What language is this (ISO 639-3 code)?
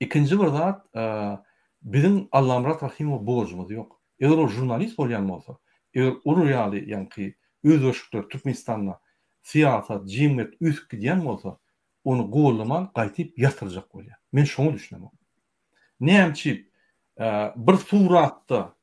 tuk